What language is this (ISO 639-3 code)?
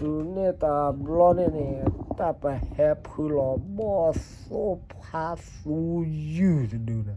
ksw